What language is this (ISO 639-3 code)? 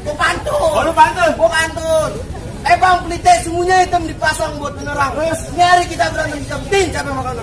bew